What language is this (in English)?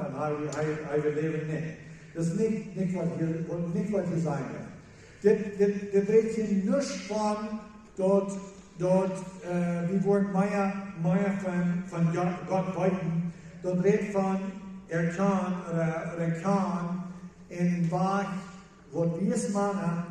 Plautdietsch